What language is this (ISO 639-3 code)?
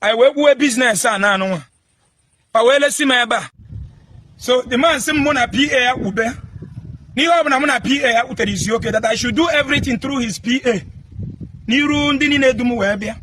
ibo